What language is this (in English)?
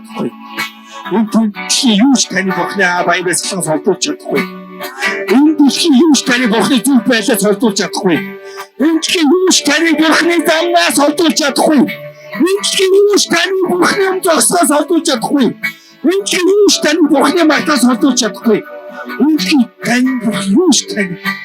Mongolian